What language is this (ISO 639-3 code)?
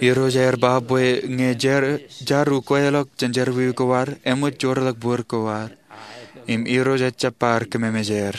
mah